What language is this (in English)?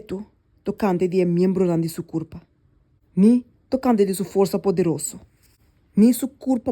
Papiamento